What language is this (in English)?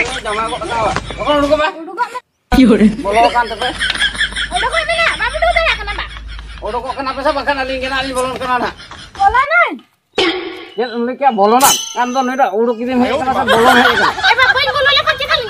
Santali